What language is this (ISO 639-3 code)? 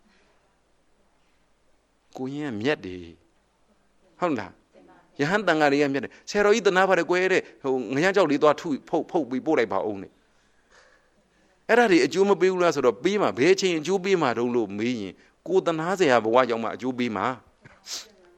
mya